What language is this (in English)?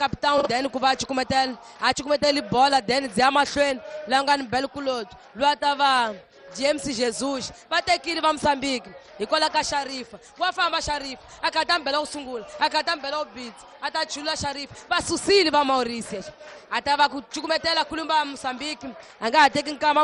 Tsonga